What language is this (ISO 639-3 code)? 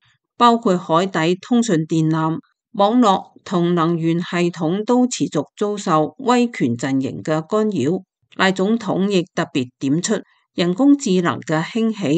yue